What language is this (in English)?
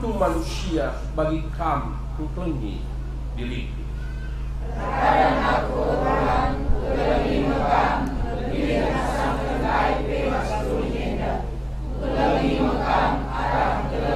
Batak Karo